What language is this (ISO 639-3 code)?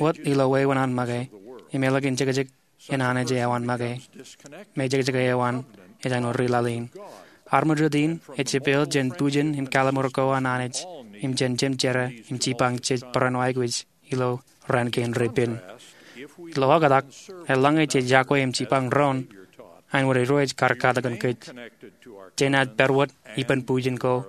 mah